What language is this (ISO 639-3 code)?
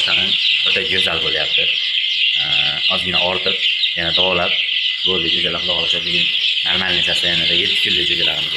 uzb